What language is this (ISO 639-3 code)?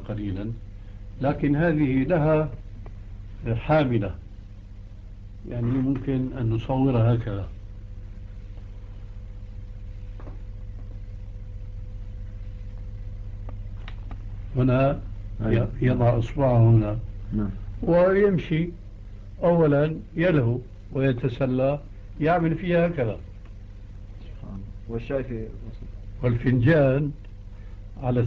ara